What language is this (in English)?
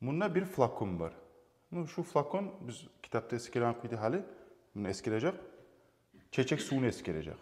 Kumyk